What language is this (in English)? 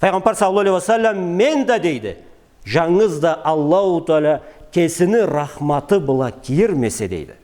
Karachay-Balkar